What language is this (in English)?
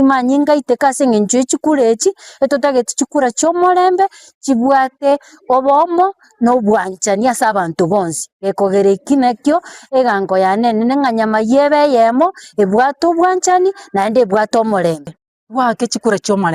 Gusii